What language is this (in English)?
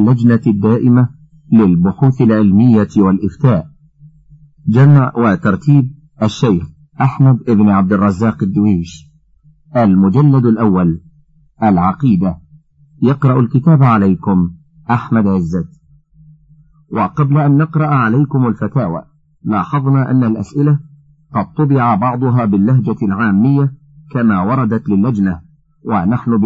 Arabic